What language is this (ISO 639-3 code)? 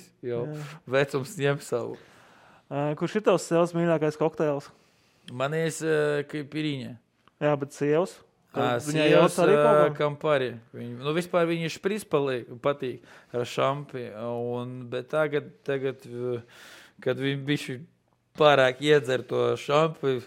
lav